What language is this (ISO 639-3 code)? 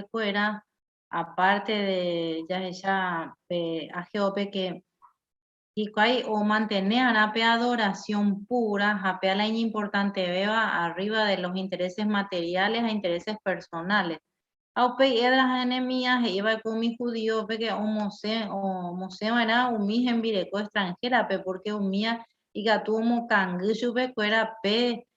grn